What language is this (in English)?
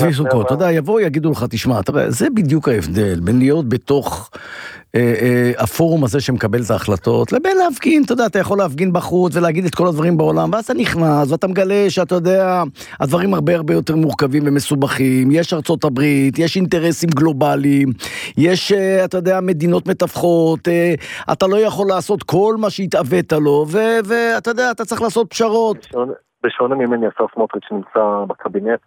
Hebrew